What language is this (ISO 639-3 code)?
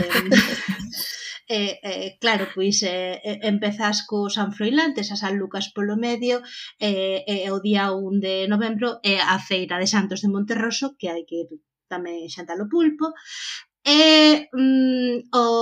glg